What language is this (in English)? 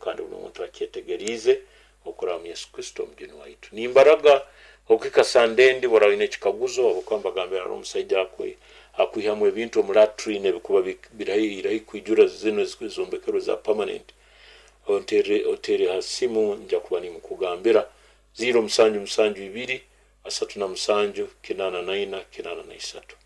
Nyoro